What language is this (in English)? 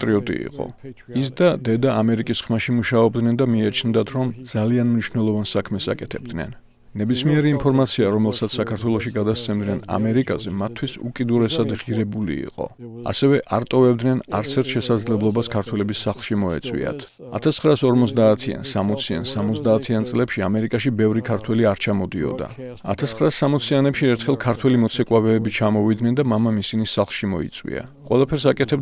Georgian